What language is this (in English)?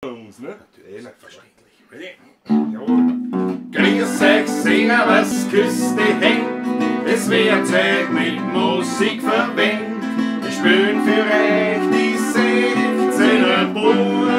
Bavarian